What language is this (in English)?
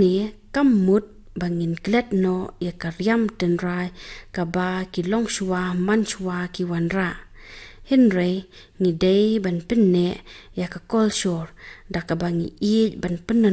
Khasi